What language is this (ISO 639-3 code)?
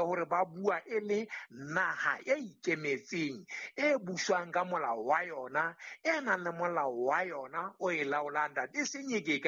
sot